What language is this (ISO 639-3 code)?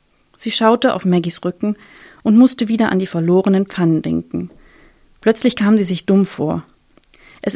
deu